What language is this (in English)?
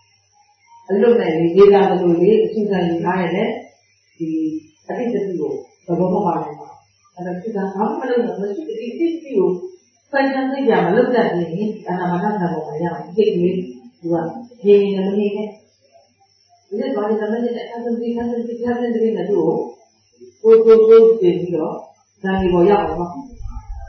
Burmese